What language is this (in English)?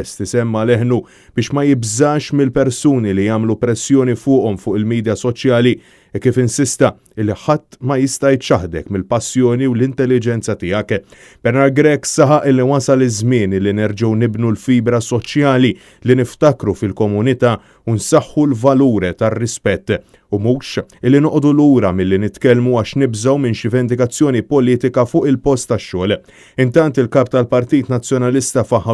Maltese